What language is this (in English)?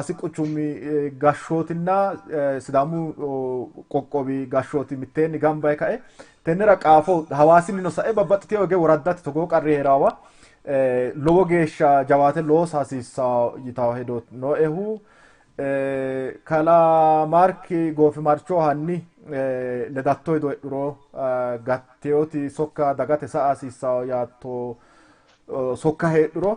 Sidamo